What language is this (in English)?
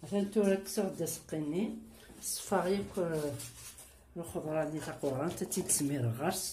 Kabyle